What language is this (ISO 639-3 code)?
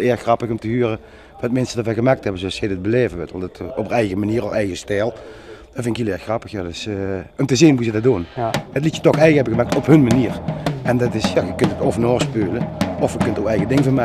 lim